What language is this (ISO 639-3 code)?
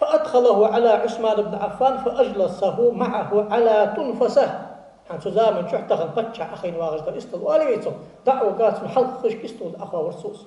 inh